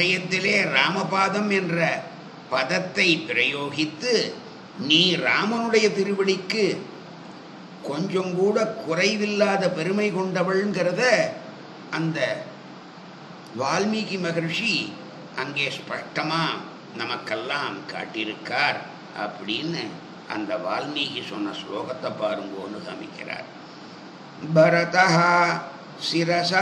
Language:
Tamil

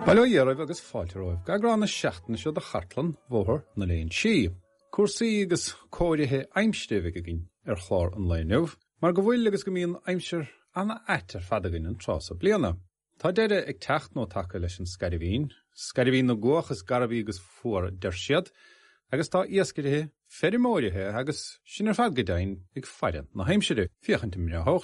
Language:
Irish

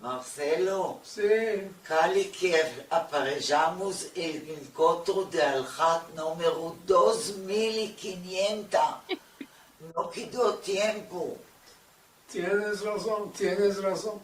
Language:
Ladino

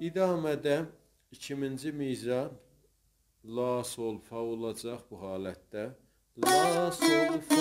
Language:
South Azerbaijani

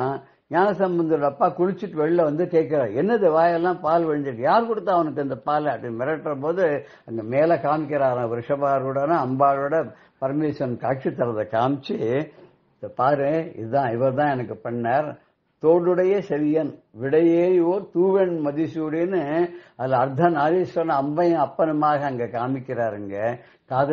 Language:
Tamil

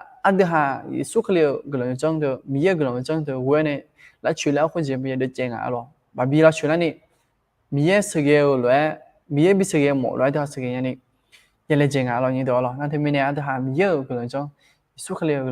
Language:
Akha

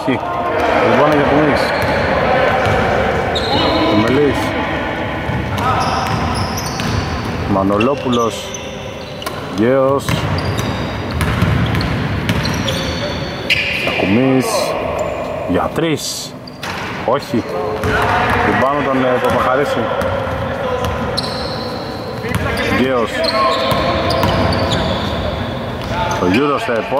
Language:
Greek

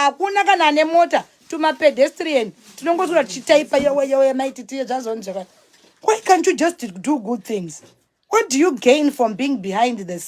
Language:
Shona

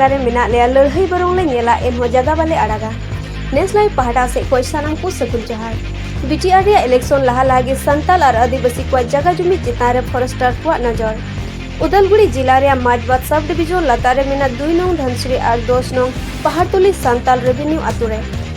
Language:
Santali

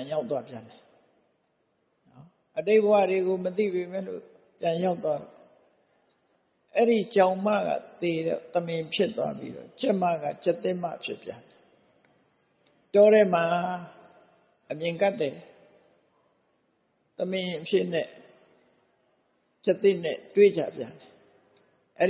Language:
Burmese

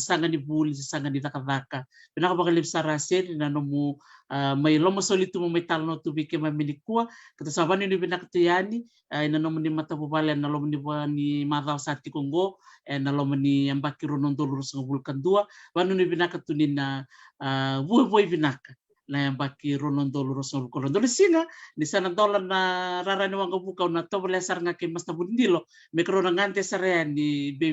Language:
Fijian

